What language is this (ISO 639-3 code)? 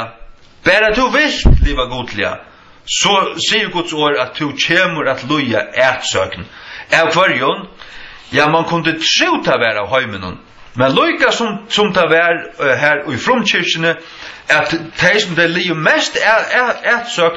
fao